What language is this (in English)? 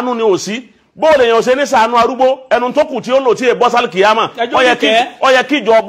Yoruba